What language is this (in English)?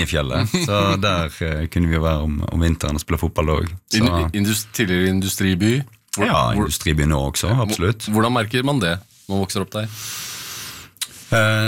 Norwegian